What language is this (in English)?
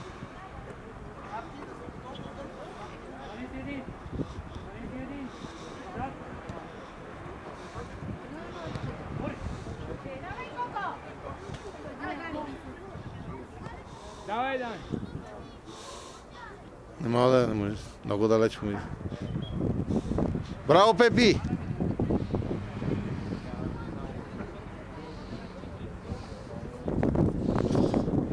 Bulgarian